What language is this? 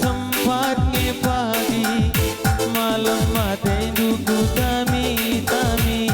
Batak Karo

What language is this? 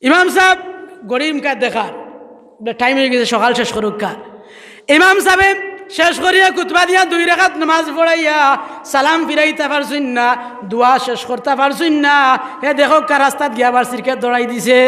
Sylheti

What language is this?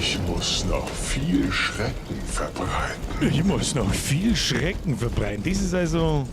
Bavarian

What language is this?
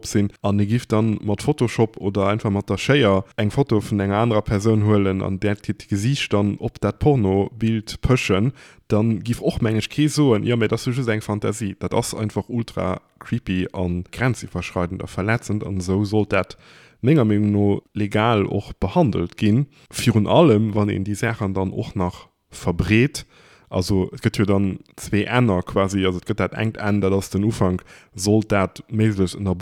Luxembourgish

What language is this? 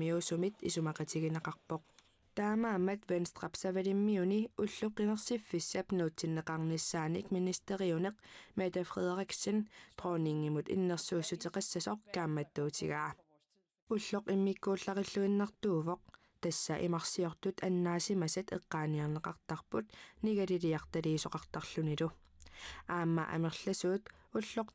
Kalaallisut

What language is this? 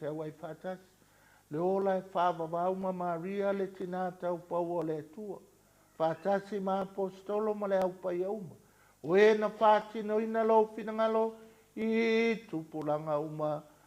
Samoan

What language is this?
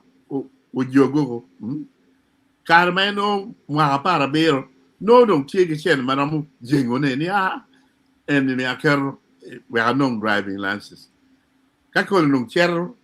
Acoli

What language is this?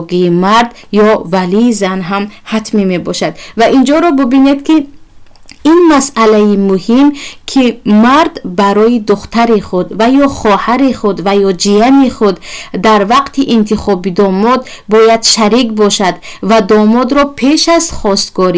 Tajik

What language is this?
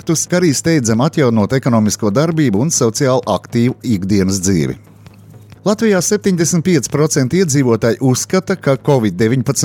Latvian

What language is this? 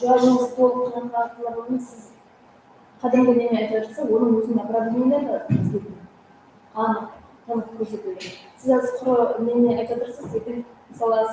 Kara-Kalpak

